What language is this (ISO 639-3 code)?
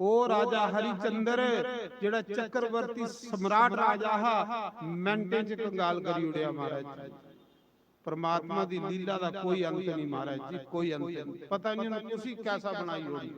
doi